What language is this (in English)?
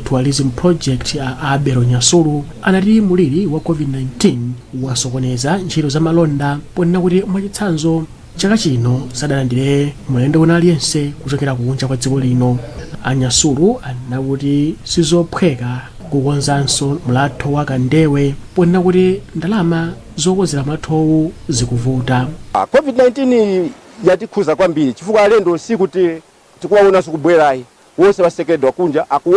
Nyanja